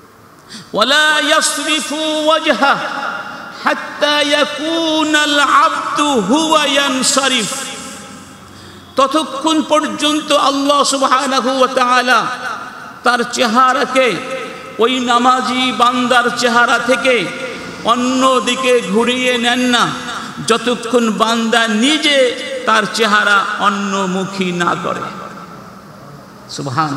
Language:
Bangla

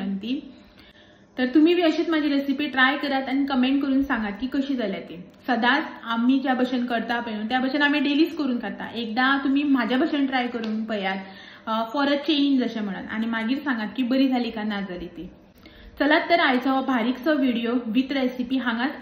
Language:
Konkani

